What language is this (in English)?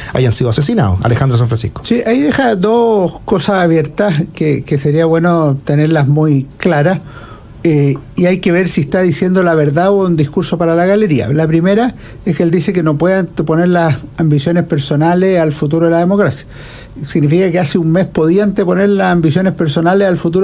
Spanish